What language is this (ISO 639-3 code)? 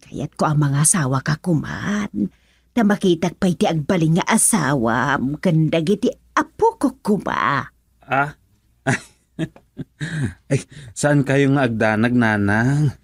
ilo